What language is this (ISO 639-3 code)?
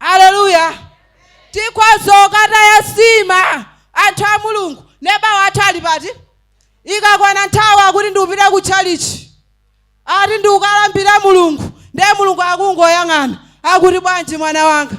nya